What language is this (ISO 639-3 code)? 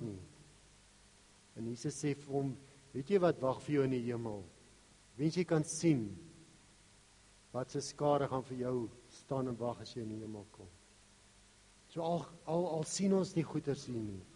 afr